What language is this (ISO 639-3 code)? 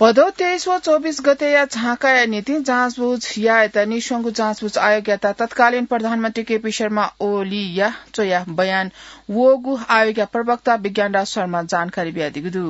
new